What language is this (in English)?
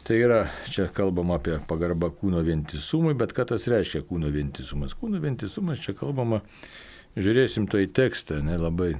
Lithuanian